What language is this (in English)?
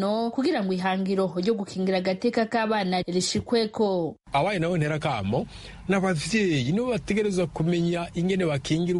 Rundi